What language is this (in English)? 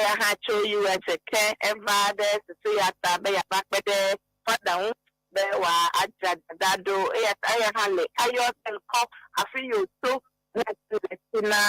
Ewe